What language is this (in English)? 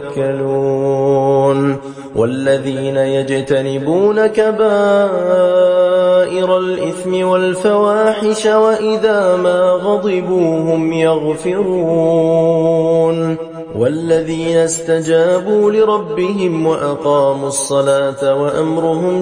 Arabic